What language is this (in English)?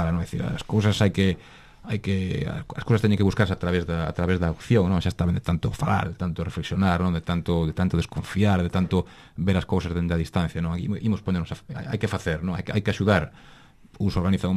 Galician